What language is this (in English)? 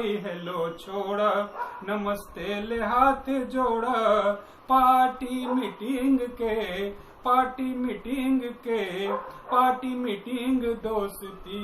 Magahi